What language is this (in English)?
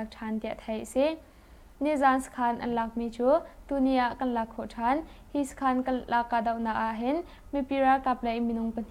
Hakha Chin